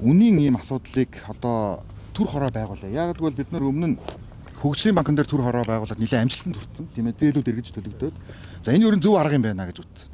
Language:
Mongolian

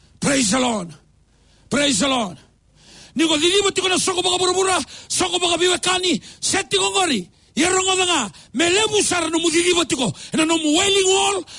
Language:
Fijian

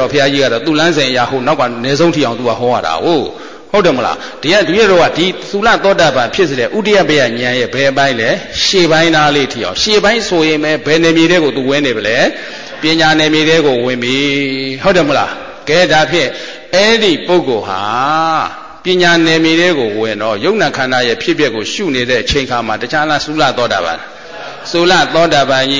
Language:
Burmese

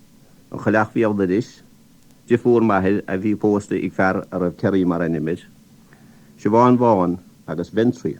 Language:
Irish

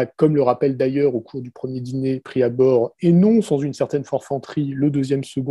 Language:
French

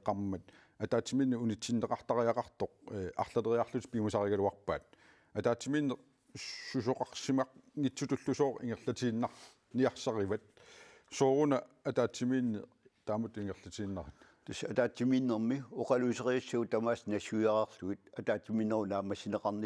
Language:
Kalaallisut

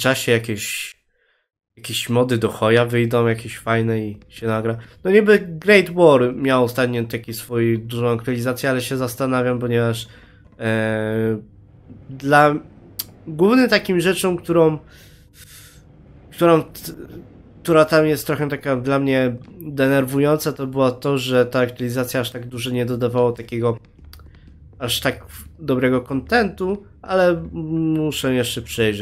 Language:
Polish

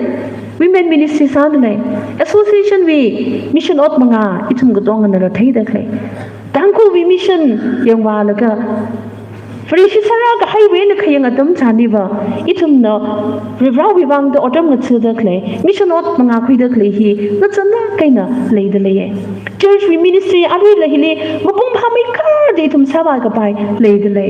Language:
Tangkhul Naga (India)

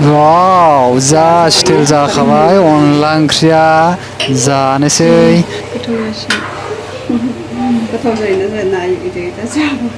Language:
Bodo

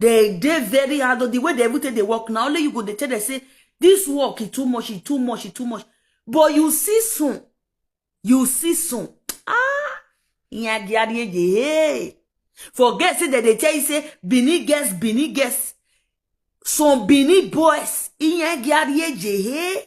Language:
Nigerian Pidgin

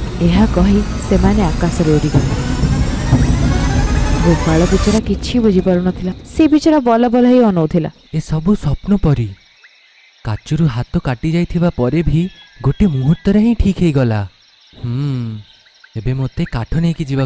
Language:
Odia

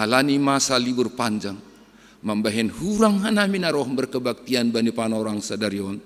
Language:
Batak Simalungun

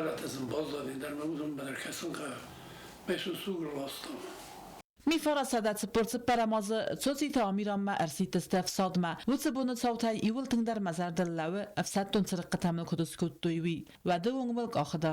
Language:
Ossetic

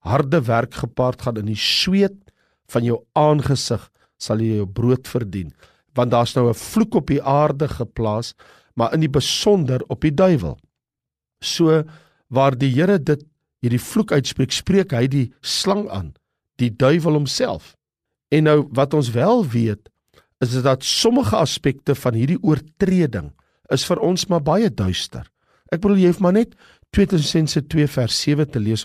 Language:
Afrikaans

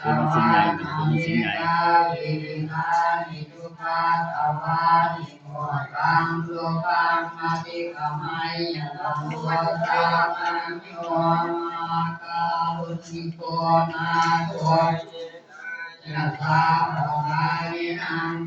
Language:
Pali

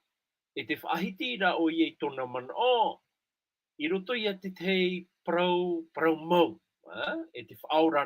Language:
Tahitian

